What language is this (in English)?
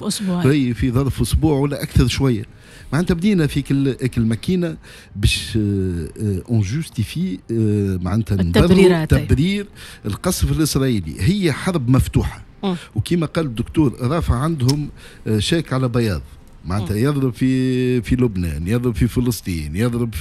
Tunisian Arabic